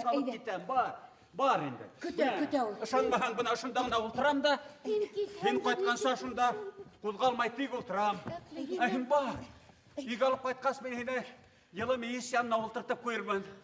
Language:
Bashkir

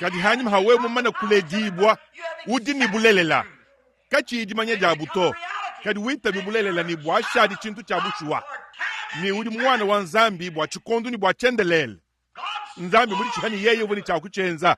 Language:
Luba-Lulua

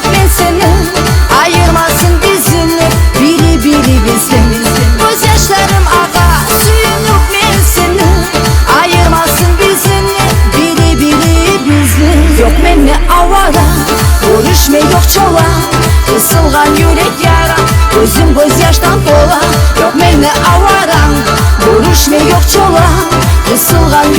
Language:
Kumyk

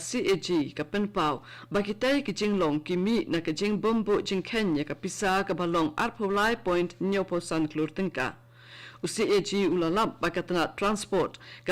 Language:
Khasi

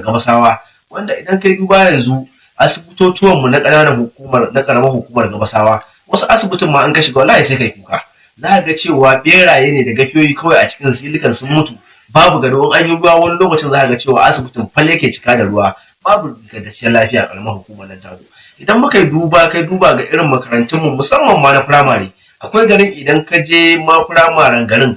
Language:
Hausa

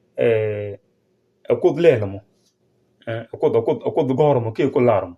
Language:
Nuer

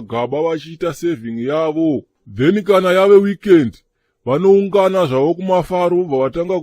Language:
Shona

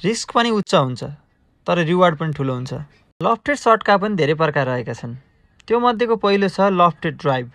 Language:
Nepali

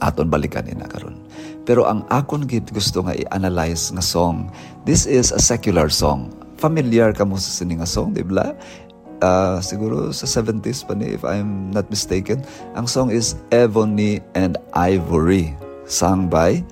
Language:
Hiligaynon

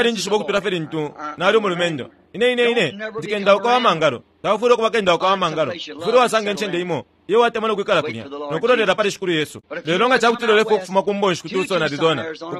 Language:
Bemba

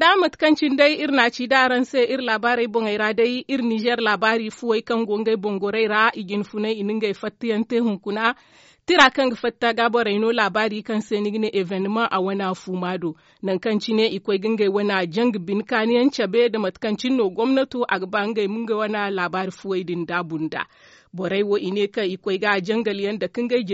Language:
Zarma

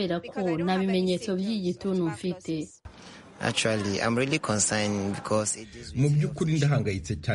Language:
Kinyarwanda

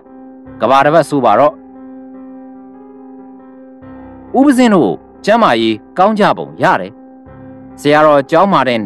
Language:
Burmese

